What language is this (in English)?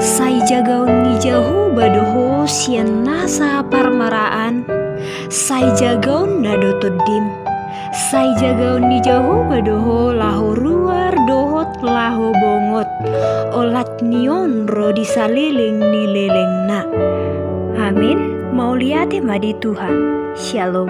Batak Toba